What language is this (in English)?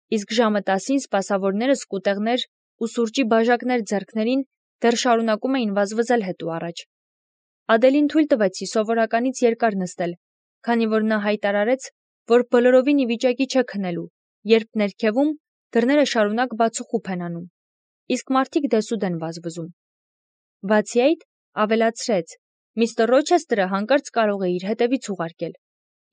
Armenian